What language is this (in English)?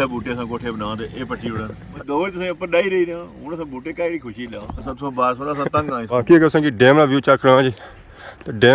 Pahari-Potwari